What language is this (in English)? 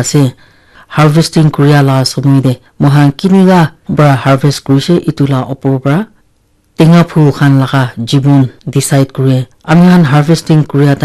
Naga Pidgin